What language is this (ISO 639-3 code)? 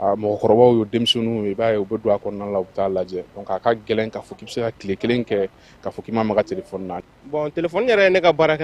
bam